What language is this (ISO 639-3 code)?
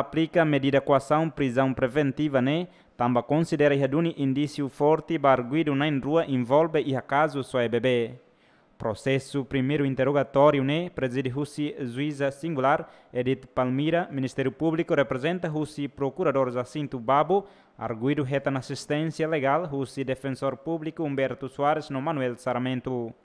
tet